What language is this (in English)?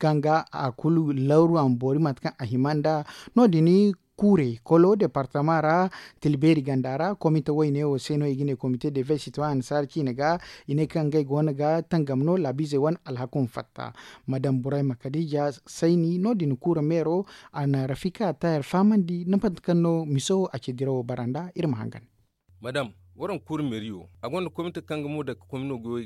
Zarma